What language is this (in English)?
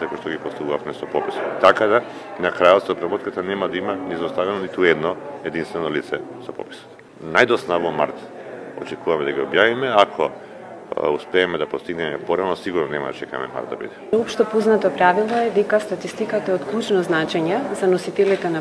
Macedonian